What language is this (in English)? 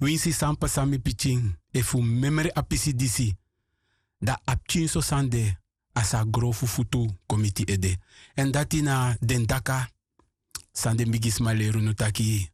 Sranan Tongo